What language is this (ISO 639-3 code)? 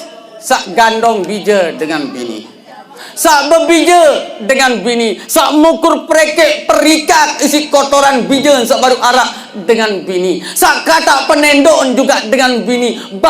sas